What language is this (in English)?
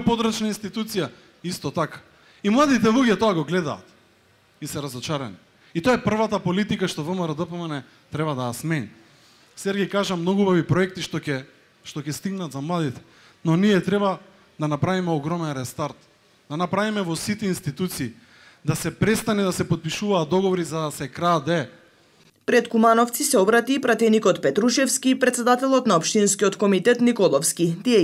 Macedonian